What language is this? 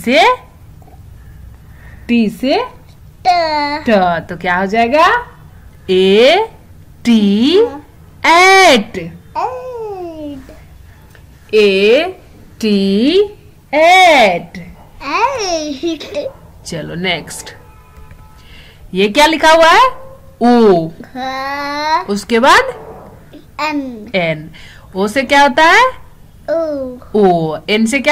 Hindi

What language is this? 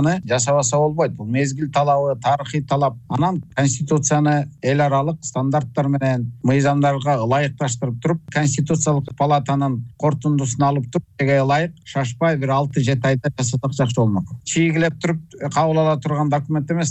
Kyrgyz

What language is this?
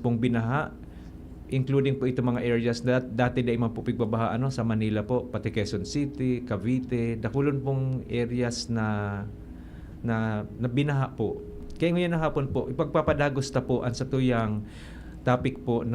Bikol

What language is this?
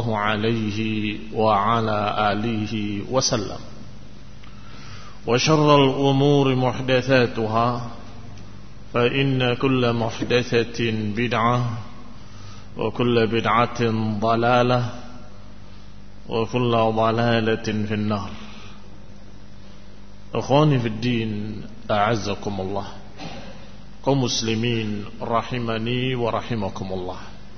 Indonesian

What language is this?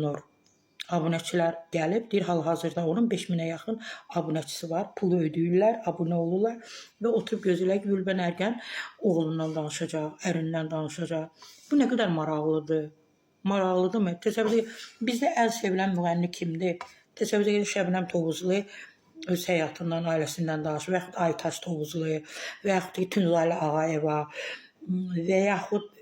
Azerbaijani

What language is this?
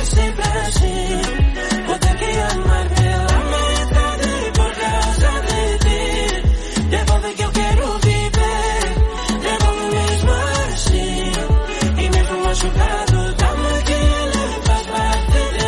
Portuguese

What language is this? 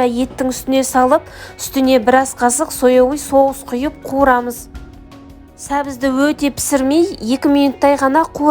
Kazakh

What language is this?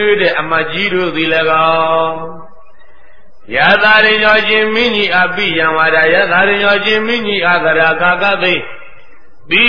Burmese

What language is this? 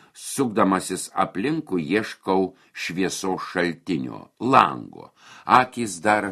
Lithuanian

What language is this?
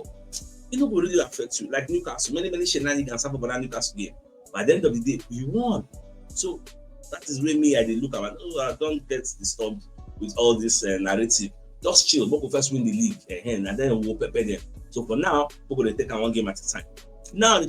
Nigerian Pidgin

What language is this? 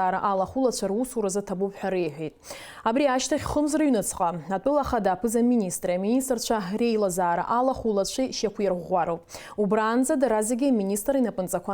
Abkhazian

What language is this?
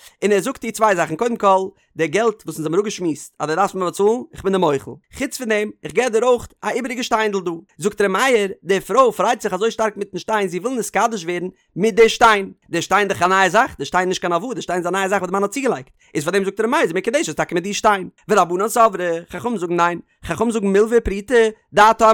Yiddish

